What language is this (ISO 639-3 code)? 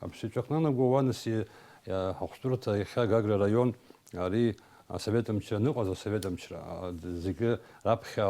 abk